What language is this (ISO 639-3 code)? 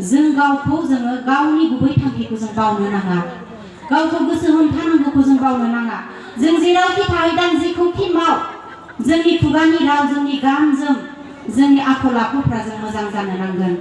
brx